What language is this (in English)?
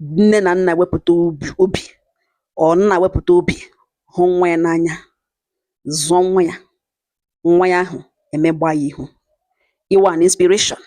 Igbo